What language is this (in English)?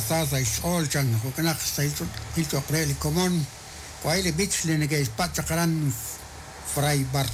Kekchí